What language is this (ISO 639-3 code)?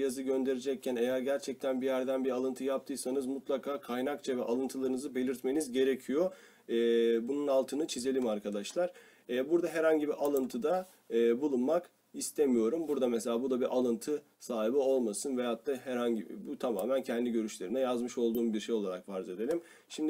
tur